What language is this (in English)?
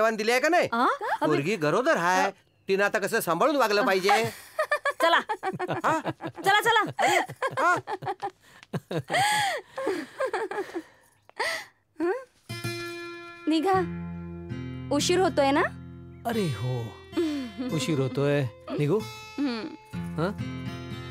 Marathi